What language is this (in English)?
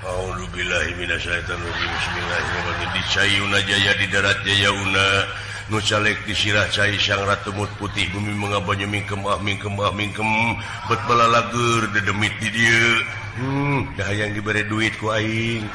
Sundanese